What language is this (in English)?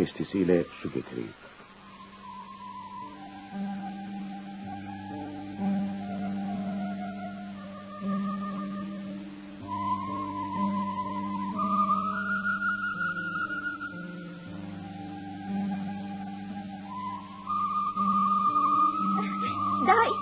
Turkish